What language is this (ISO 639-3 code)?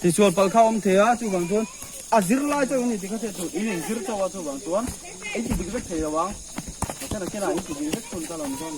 lus